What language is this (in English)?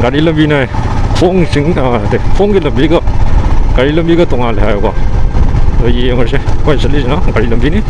Manipuri